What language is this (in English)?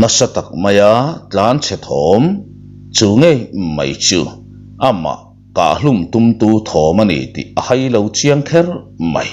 Mizo